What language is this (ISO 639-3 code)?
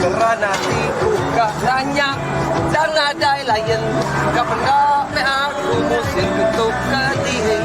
iba